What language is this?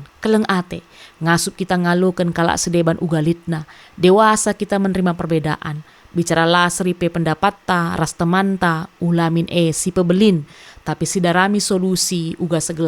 Batak Karo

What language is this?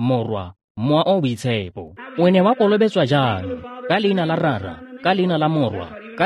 Tswana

